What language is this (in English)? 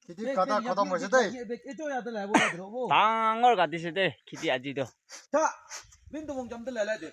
Naga Pidgin